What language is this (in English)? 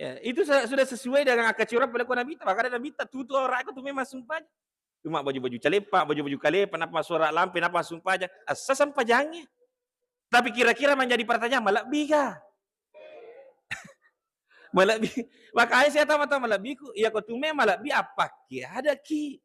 Buginese